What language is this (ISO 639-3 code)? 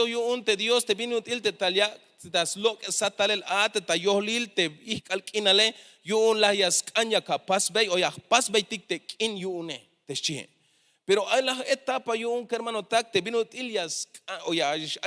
tzh